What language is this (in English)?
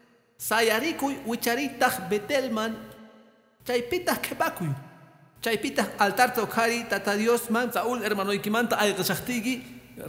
Quechua